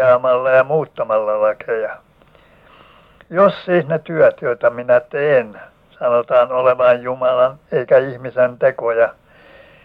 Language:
Finnish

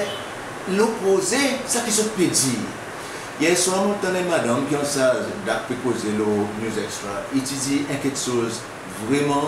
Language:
Seselwa Creole French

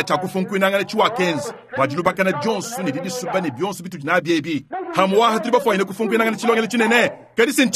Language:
Luba-Lulua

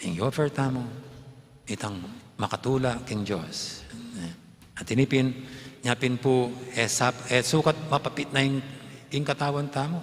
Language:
Pampanga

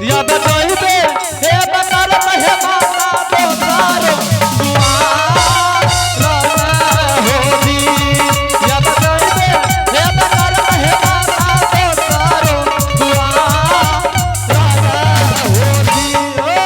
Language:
Angika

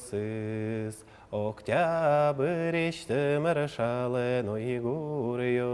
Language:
Udmurt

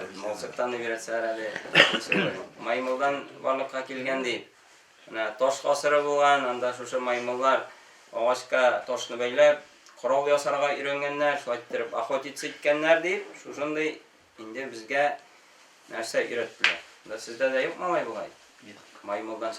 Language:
Tatar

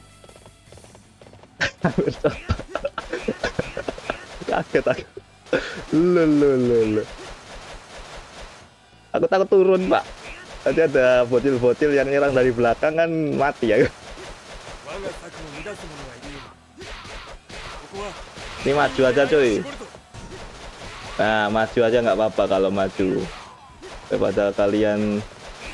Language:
Indonesian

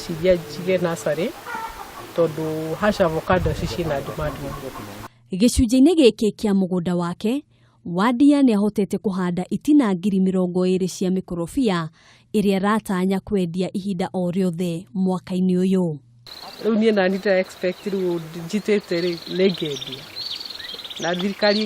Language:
Kikuyu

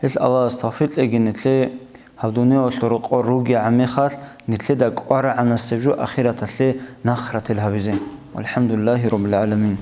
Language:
Avaric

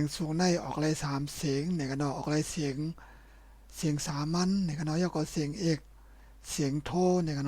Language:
Shan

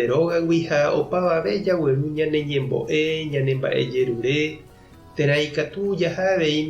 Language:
Guarani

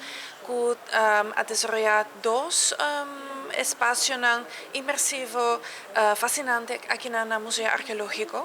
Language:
Papiamento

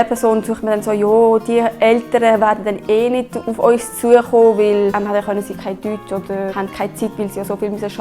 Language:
Swiss German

